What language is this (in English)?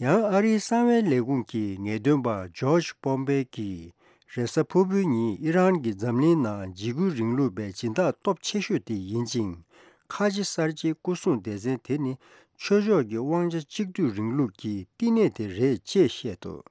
Tibetan